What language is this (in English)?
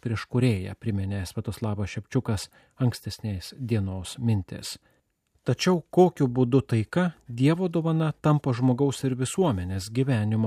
Lithuanian